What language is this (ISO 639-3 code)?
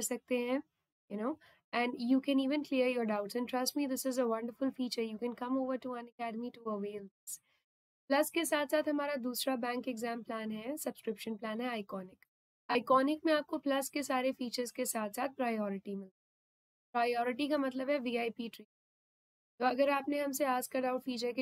hin